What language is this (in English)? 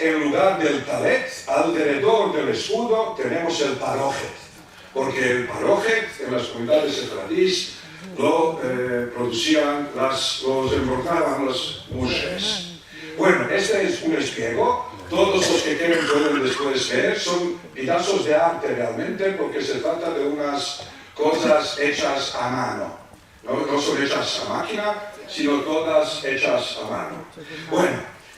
Ladino